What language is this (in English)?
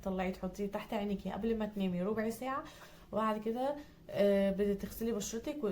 Egyptian Arabic